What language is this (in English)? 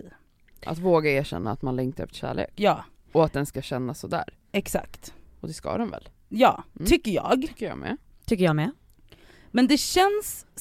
Swedish